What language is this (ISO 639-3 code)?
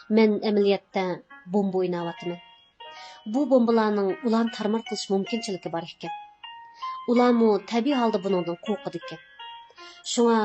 uig